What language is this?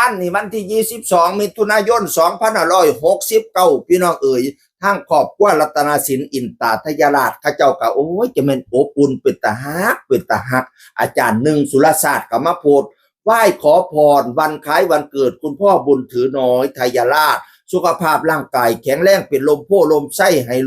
Northeastern Thai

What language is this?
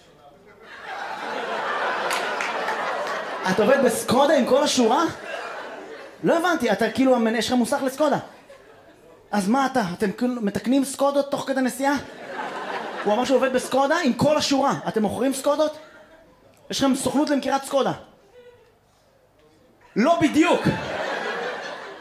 Hebrew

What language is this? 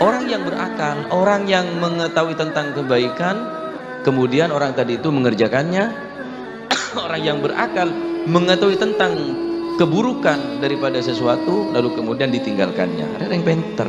Madurese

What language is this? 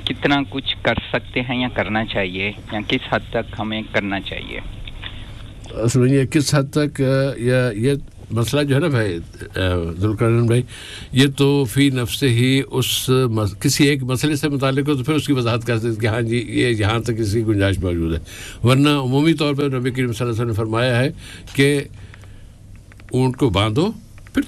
Urdu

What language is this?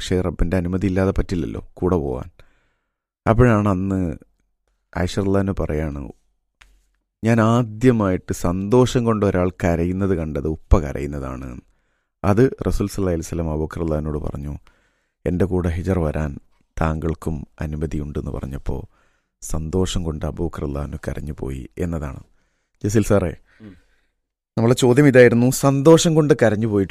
Malayalam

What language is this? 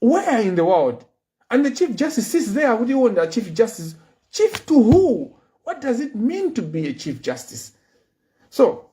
Nyanja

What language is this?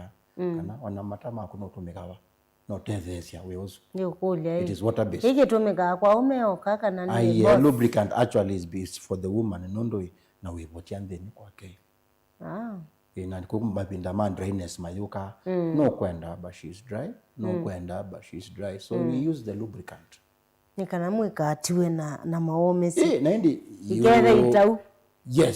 Kamba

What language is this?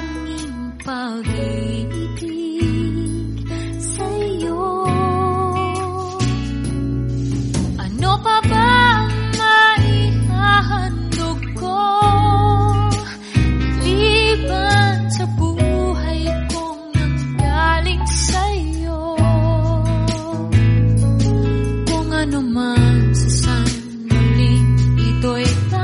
Filipino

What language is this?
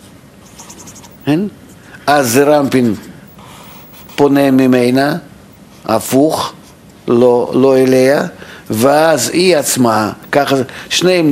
Hebrew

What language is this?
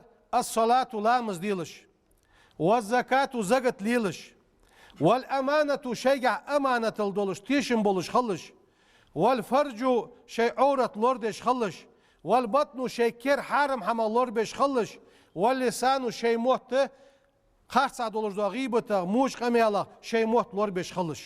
Ingush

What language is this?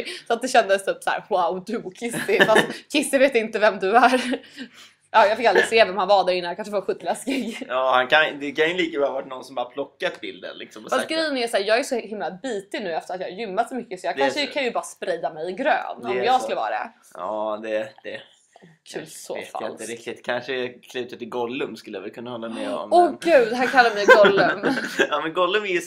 Swedish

